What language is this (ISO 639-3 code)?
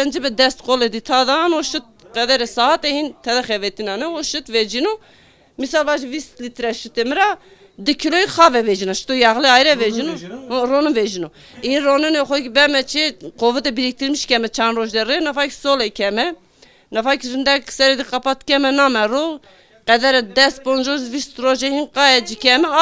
zza